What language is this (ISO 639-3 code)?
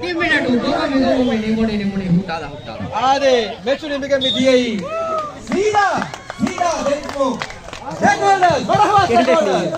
div